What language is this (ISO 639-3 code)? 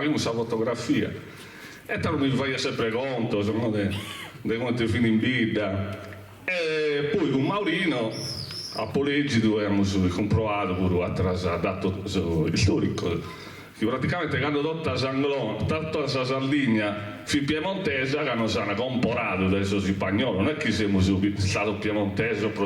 srd